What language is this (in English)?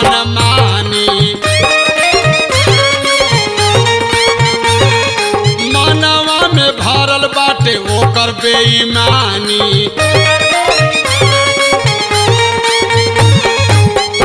Bhojpuri